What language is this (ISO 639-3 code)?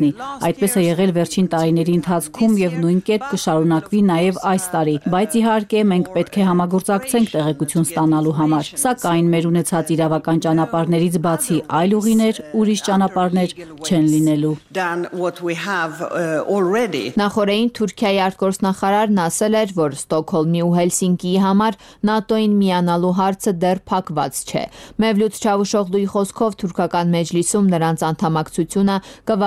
hye